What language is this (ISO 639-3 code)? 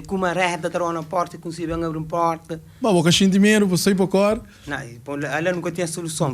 kea